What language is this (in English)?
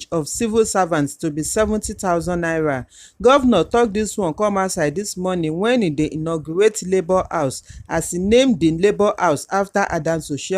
Nigerian Pidgin